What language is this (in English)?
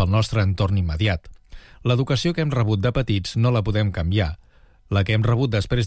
Catalan